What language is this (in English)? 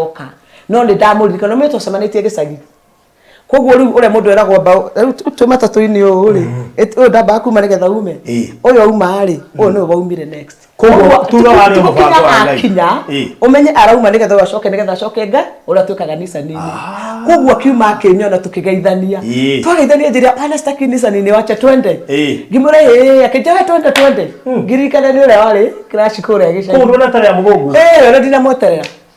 Kikuyu